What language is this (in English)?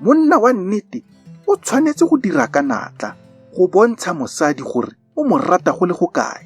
Tswana